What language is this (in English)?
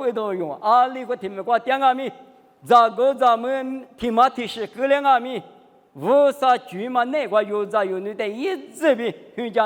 Lisu